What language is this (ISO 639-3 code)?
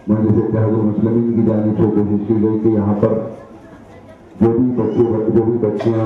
urd